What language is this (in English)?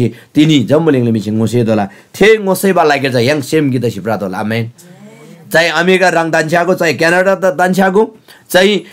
Eastern Tamang